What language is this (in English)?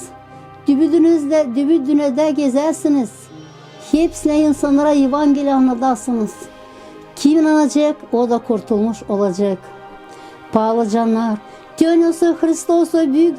Gagauz